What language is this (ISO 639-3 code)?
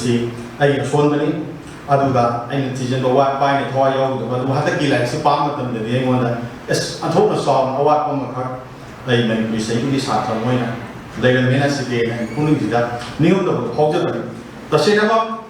mni